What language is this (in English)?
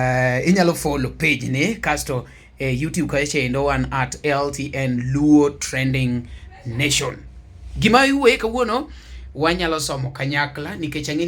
Luo (Kenya and Tanzania)